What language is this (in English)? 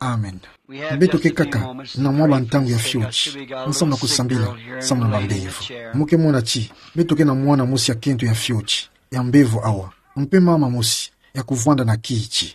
Kituba (Democratic Republic of Congo)